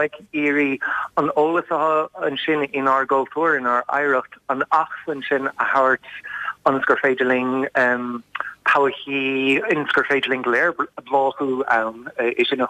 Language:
Irish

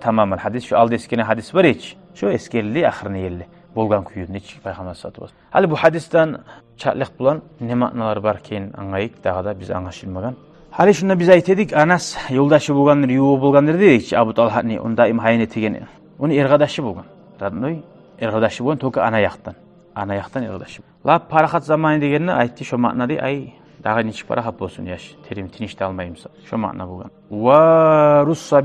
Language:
Kumyk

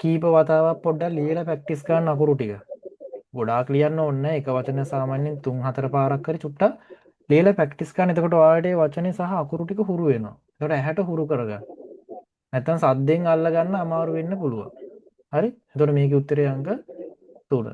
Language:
Sinhala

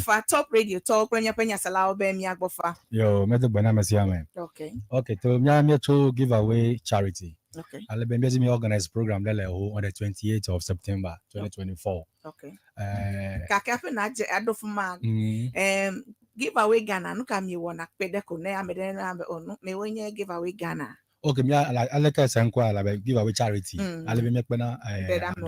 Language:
Ewe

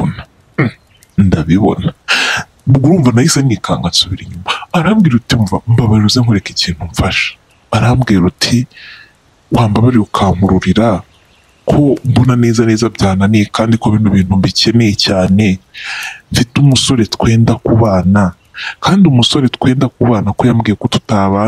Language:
Kinyarwanda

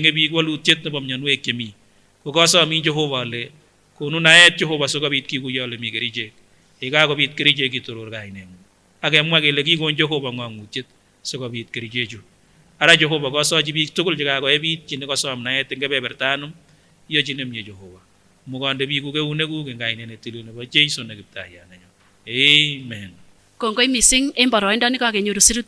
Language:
Kipsigis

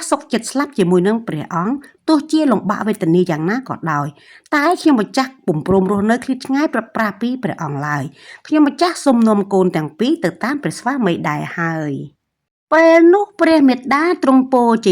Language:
Khmer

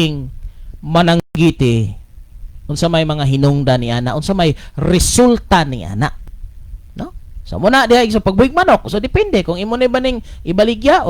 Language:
Cebuano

